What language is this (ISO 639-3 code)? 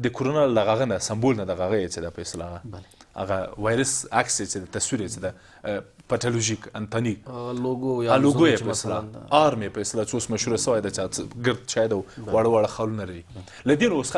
pus